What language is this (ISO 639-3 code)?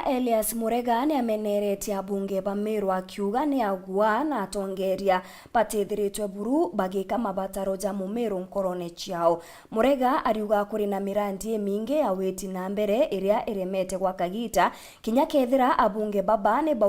mer